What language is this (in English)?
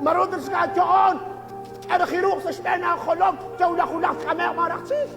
Kekchí